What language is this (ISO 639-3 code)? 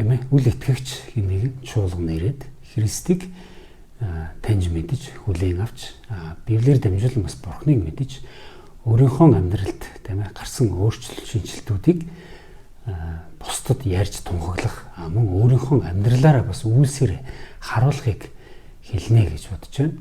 mon